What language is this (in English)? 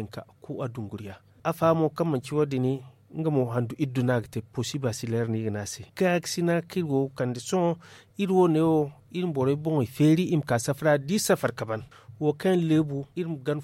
Zarma